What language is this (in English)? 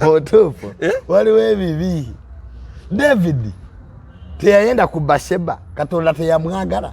Ganda